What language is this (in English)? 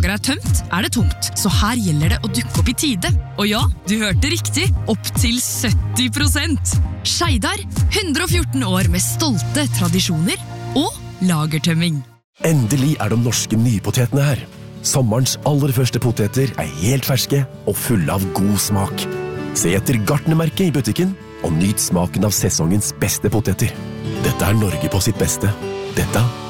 Norwegian